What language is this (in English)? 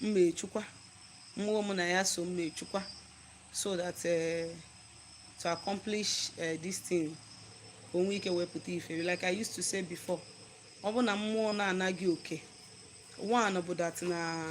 Igbo